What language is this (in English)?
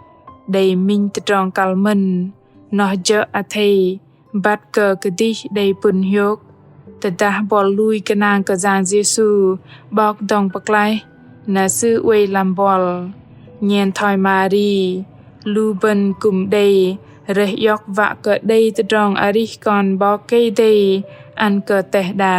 Bahnar